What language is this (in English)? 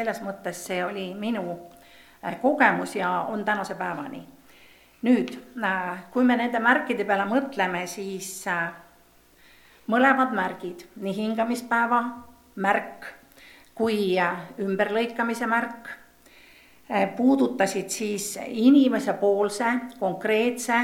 Estonian